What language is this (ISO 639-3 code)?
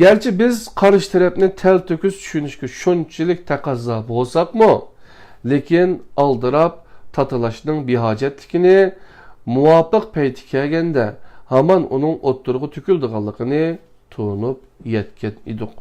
uig